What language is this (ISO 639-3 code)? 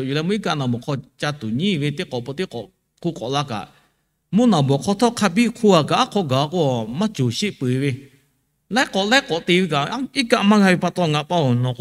lhu